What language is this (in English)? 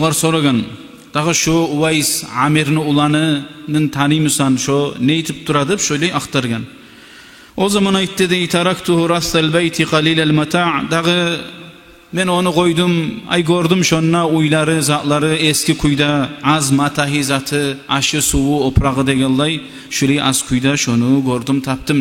Kumyk